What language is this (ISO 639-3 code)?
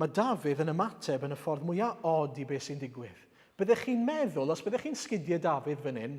cym